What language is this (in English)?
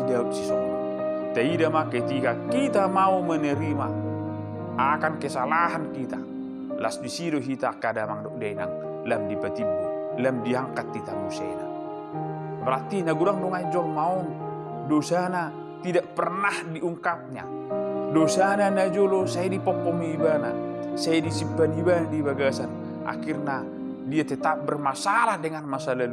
Batak Toba